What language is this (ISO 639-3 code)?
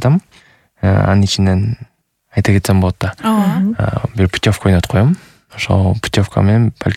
kir